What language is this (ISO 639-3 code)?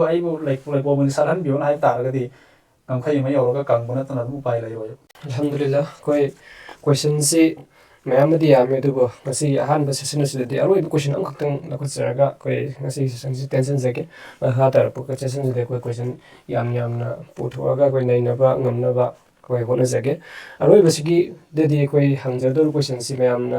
mni